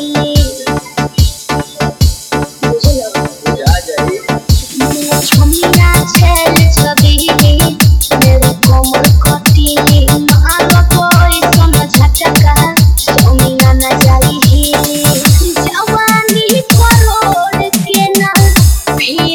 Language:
Bhojpuri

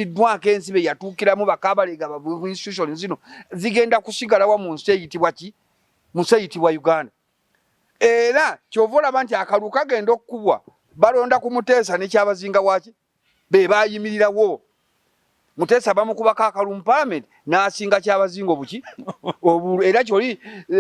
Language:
Ganda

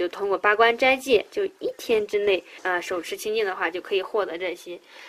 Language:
Chinese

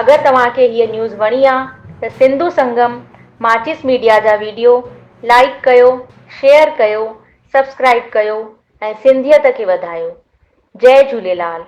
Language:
Sindhi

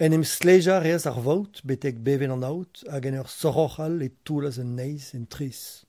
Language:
Breton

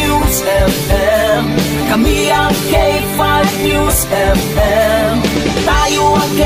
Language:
Hiligaynon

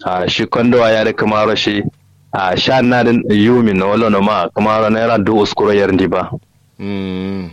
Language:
Kanuri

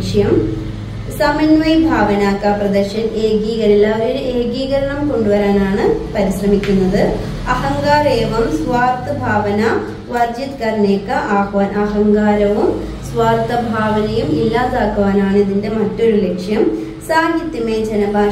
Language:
Malayalam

